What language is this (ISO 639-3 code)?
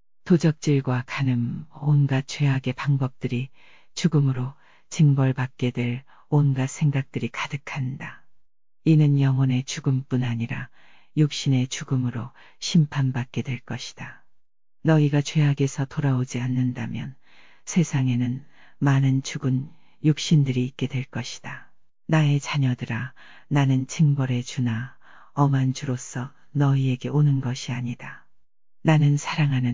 kor